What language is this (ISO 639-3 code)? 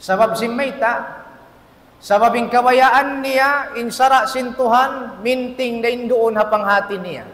tsg